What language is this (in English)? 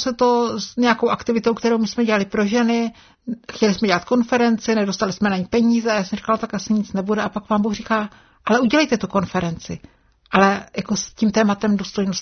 Czech